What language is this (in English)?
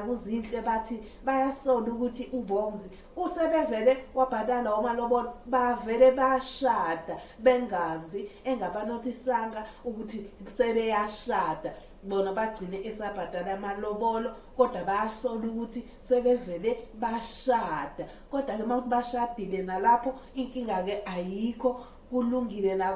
Zulu